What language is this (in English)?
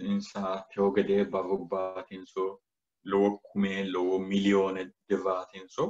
Sidamo